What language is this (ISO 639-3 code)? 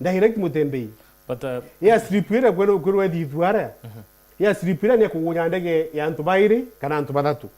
mer